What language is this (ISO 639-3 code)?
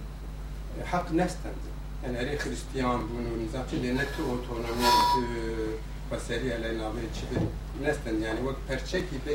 kur